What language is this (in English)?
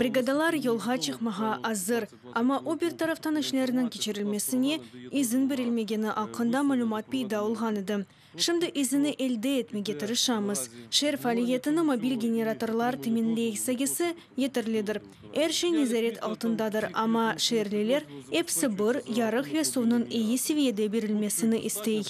Crimean Tatar